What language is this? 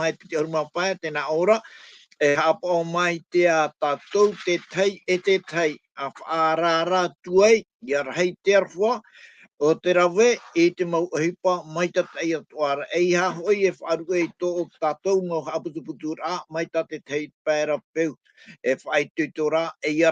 Tahitian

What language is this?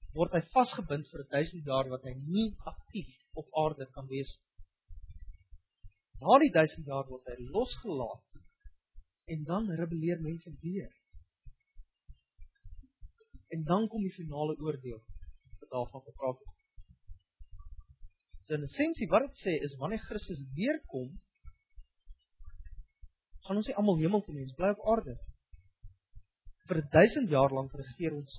Afrikaans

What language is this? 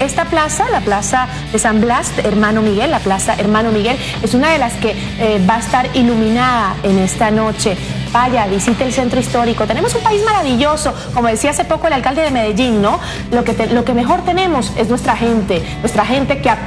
Spanish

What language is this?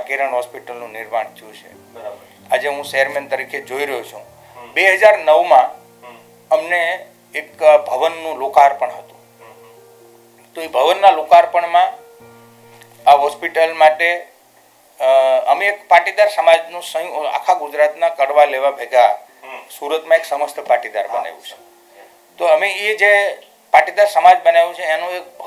Gujarati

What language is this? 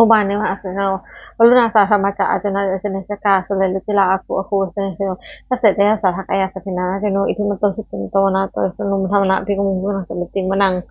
Pali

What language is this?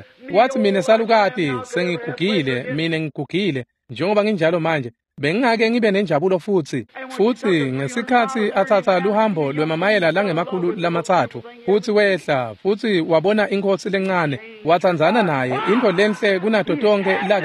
Swati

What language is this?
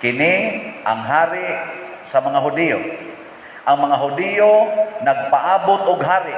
Cebuano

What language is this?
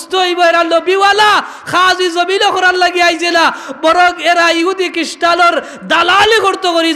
Sylheti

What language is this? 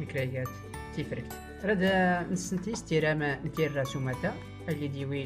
Tachelhit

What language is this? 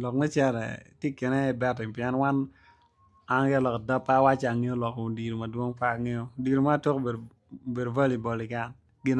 Acoli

